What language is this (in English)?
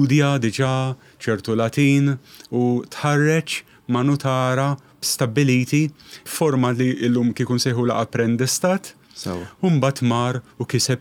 Maltese